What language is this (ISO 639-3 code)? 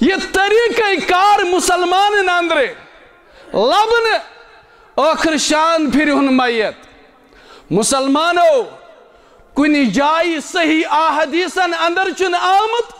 kas